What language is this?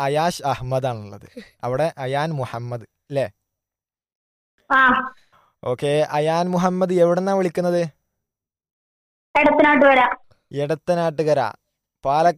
Malayalam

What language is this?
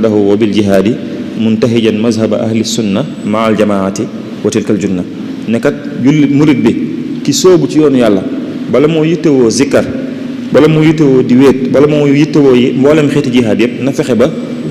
Wolof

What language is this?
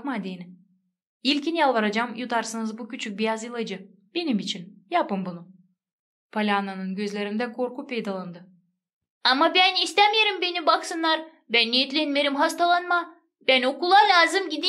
Gagauz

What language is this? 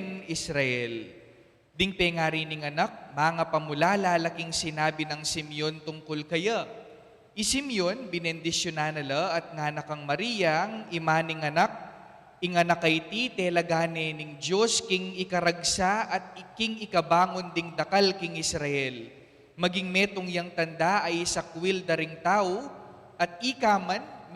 Pampanga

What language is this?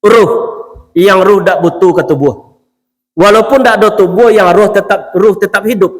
Minangkabau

